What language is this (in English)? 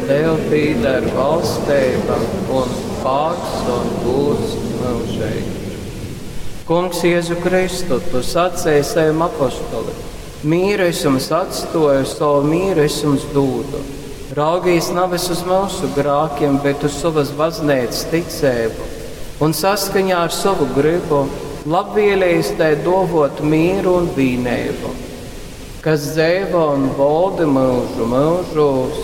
Latgalian